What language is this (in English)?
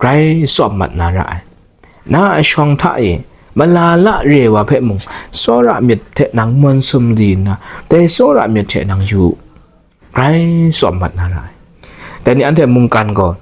Kachin